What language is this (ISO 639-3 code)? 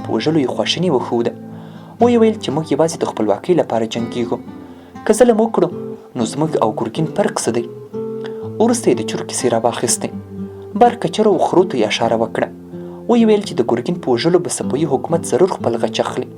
pus